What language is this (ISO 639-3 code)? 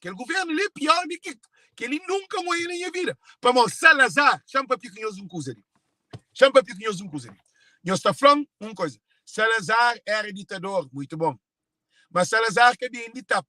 kea